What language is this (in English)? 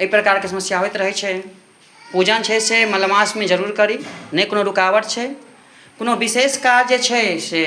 Maithili